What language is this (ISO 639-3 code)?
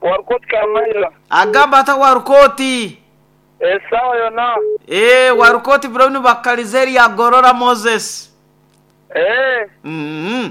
nyo